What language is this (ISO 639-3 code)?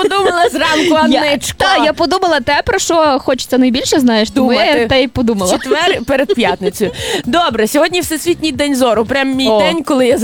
ukr